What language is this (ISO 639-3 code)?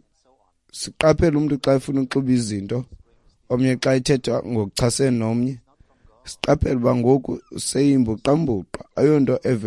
xho